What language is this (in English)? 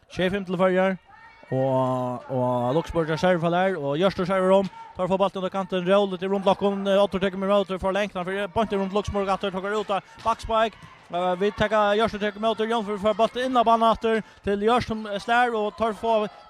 Faroese